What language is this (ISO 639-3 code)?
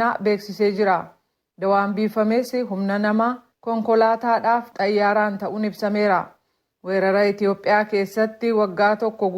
orm